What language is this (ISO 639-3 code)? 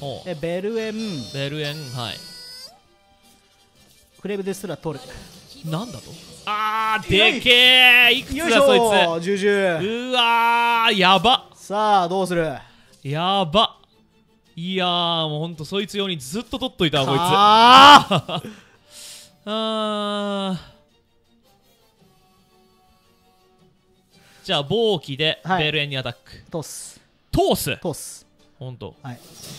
jpn